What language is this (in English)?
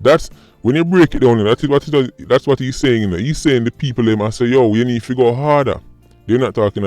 Jamaican Creole English